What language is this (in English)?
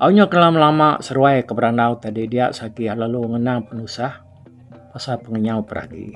Iban